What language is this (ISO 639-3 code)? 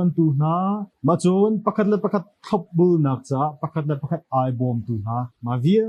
cnh